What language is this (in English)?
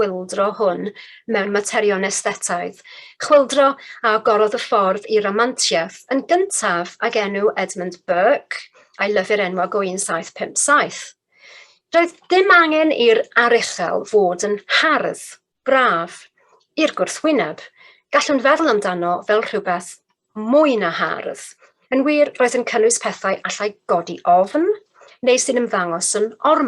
Welsh